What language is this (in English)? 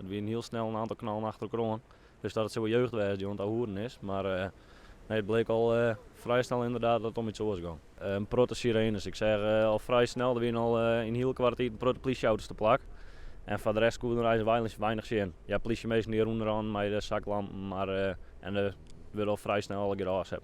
Western Frisian